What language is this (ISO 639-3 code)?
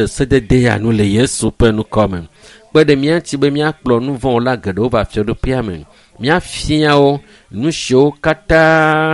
ewe